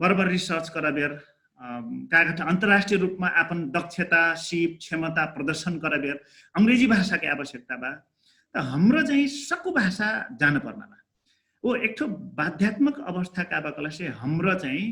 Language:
Dangaura Tharu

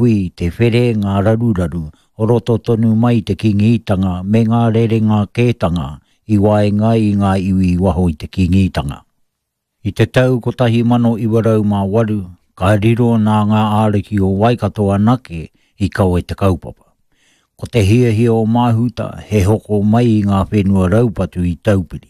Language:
Māori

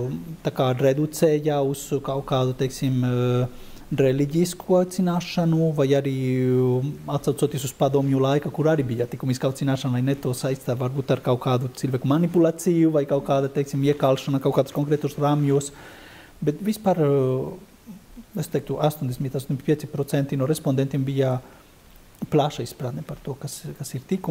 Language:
Latvian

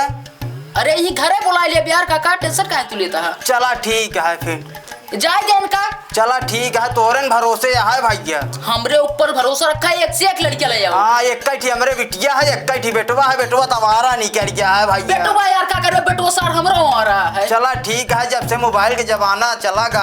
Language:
Awadhi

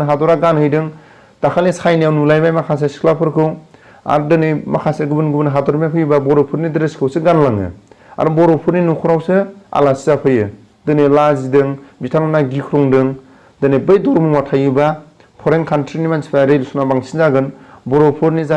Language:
Bodo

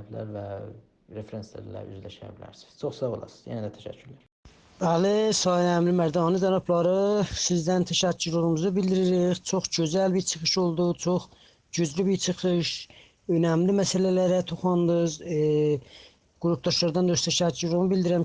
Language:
South Azerbaijani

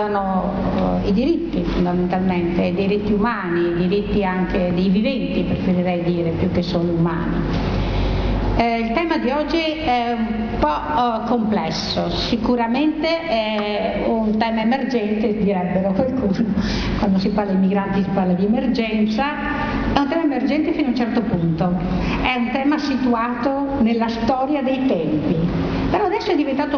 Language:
Italian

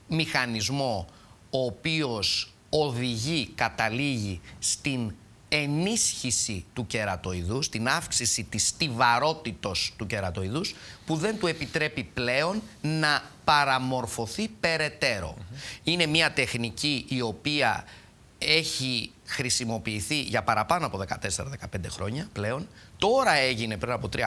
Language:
Greek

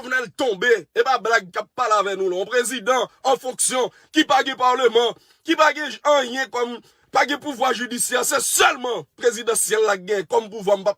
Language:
Haitian Creole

